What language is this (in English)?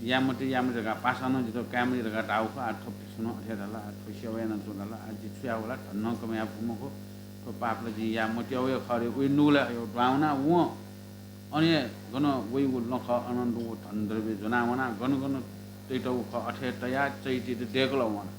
Newari